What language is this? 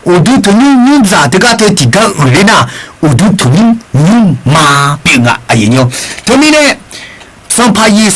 Akha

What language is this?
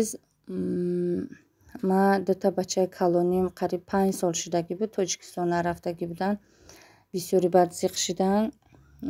Tajik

